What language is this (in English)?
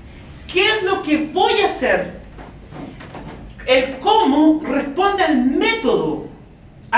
Spanish